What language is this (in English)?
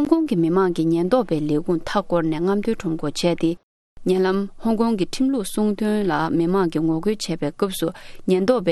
Tibetan